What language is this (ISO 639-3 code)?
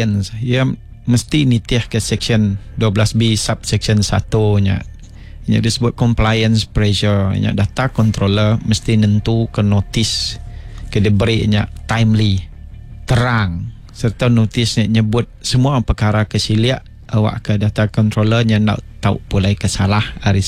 iba